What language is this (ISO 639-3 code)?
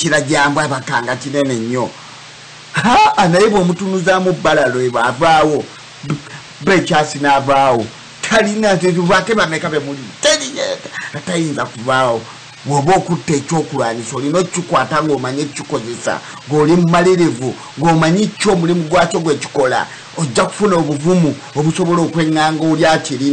lug